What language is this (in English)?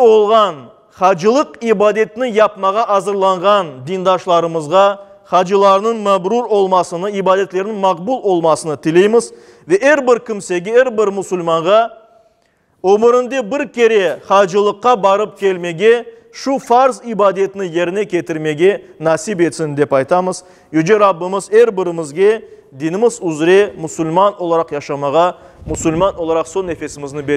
Crimean Tatar